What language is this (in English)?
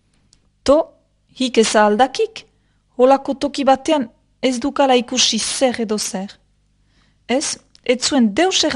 Basque